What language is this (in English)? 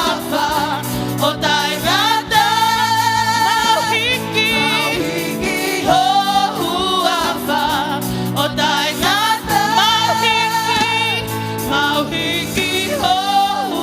Tongan